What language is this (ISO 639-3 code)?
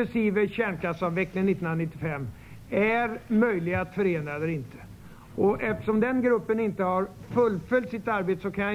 swe